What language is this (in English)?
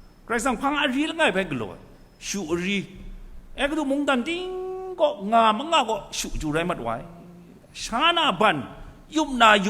Kachin